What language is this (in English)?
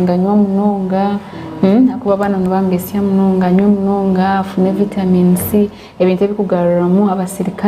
Nyankole